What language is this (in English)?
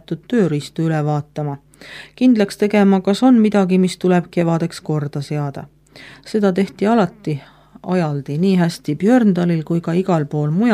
Estonian